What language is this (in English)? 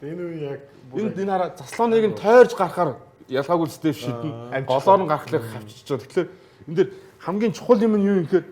Mongolian